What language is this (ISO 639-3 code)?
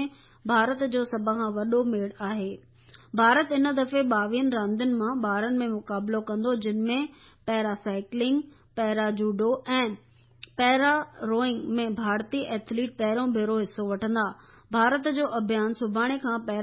snd